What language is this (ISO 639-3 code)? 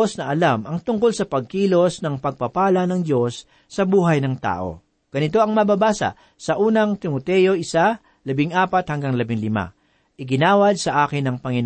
fil